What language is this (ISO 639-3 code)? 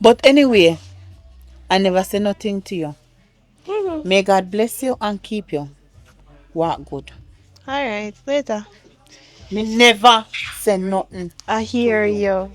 jam